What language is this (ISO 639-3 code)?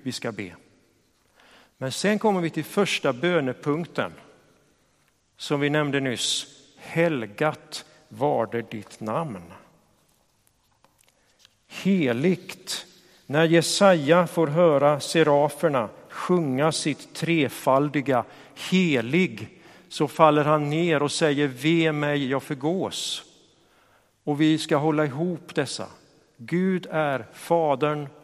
swe